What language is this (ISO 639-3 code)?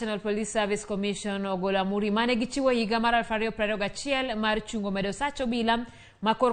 luo